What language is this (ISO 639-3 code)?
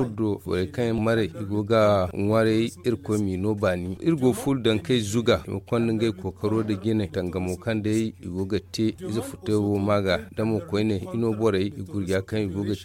dje